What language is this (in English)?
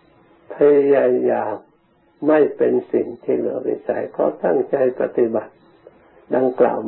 Thai